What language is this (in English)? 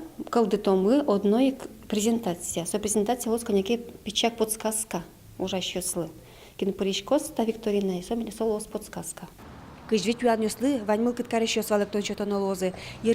Udmurt